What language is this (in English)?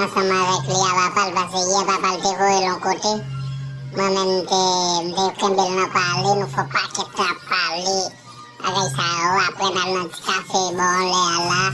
Haitian Creole